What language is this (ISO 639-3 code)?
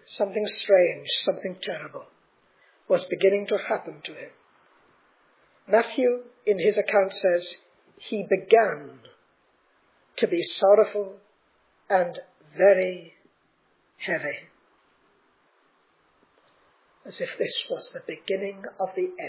eng